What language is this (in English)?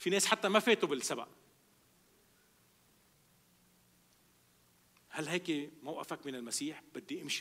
North Levantine Arabic